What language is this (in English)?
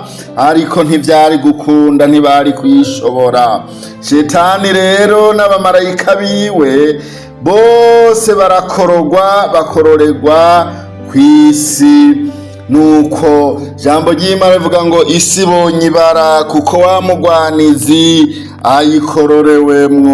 Rundi